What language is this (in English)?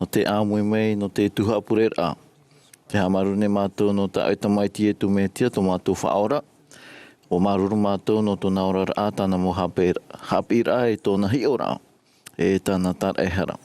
Tahitian